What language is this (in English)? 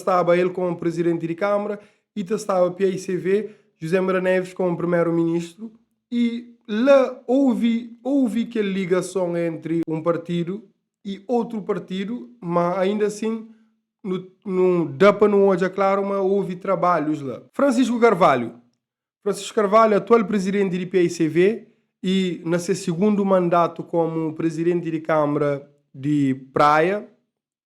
Kabuverdianu